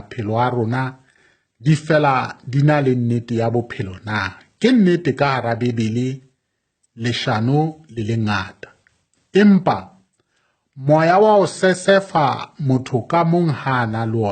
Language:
Southern Sotho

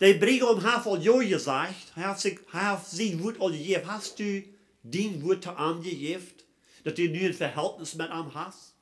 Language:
Plautdietsch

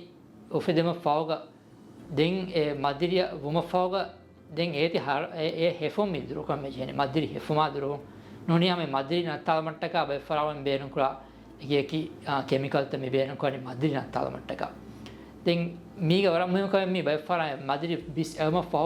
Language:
Divehi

